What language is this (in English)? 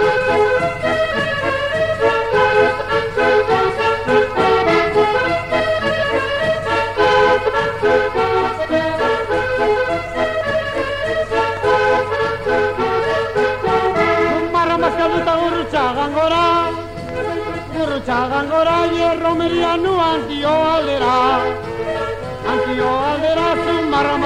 Basque